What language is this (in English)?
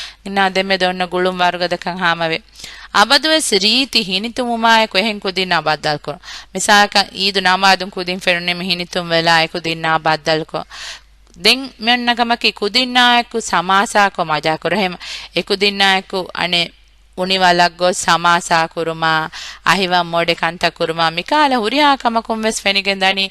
Divehi